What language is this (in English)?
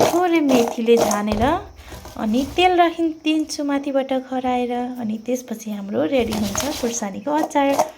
Nepali